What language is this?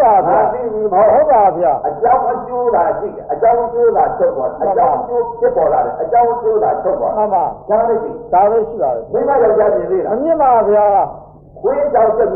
Burmese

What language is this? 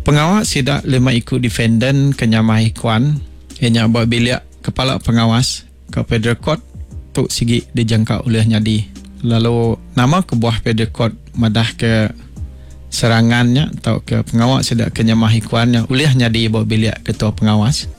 Iban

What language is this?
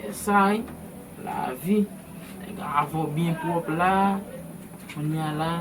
Haitian Creole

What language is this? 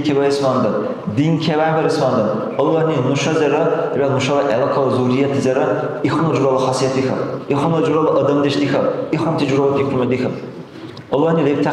Dargwa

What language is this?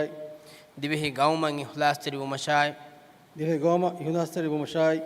Divehi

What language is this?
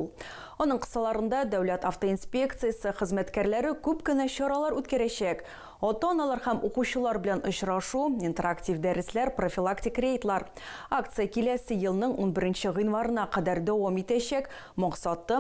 Tatar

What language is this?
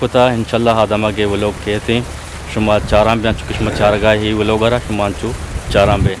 Eastern Balochi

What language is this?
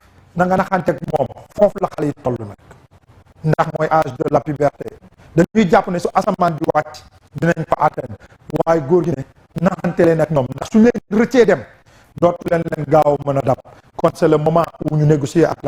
Wolof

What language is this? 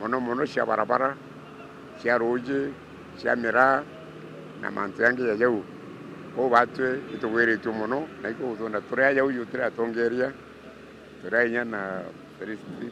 Meru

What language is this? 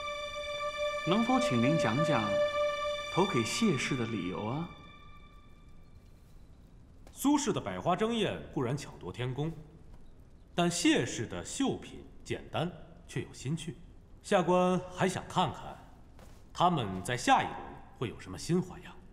Chinese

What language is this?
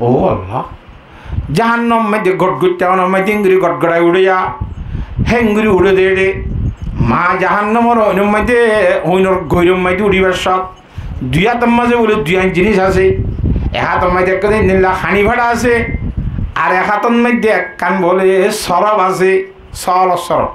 Rohingya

